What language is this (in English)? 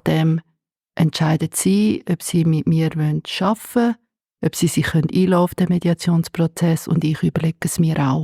Swiss German